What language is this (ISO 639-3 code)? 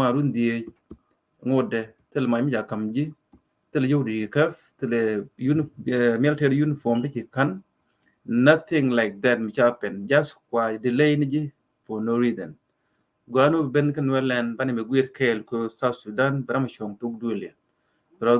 nus